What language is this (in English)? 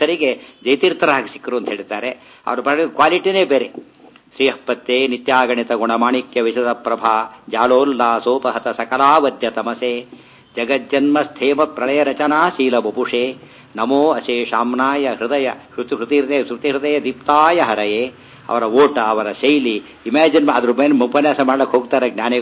Kannada